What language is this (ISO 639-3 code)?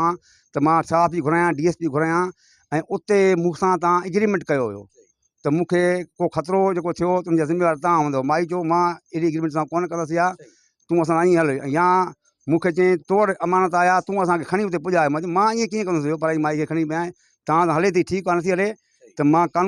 snd